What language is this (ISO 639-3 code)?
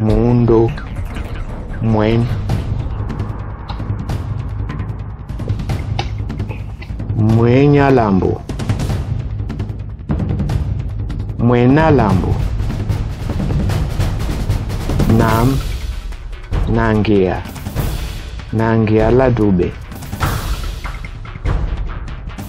dua